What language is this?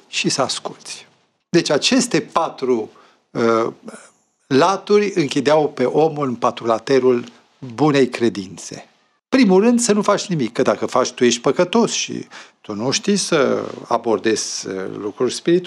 Romanian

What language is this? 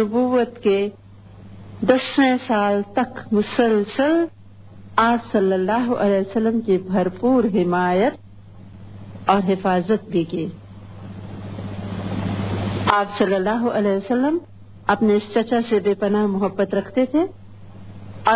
Urdu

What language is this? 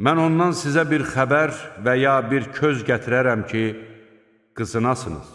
Azerbaijani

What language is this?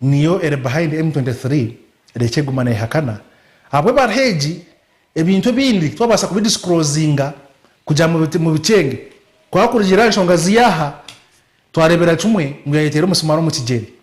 Nyankole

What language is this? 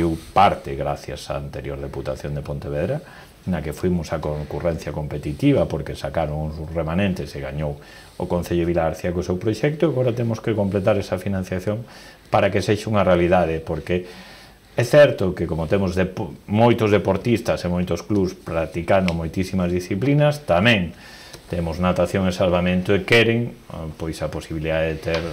Galician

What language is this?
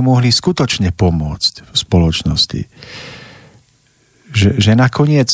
Slovak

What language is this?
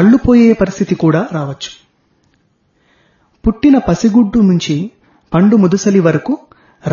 Telugu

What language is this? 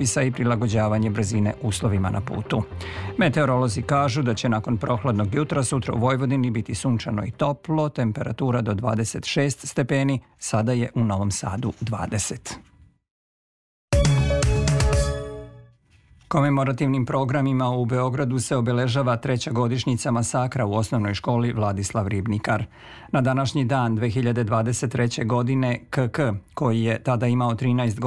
Serbian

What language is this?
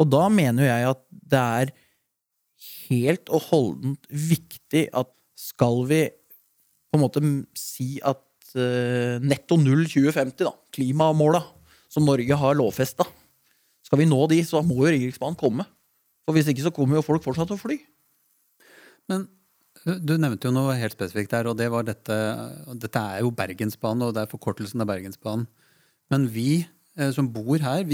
Norwegian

